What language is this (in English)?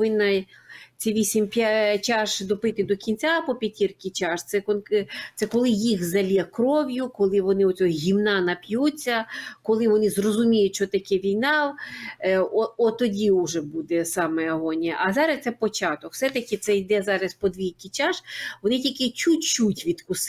Ukrainian